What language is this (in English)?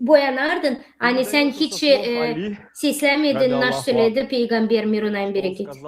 Gagauz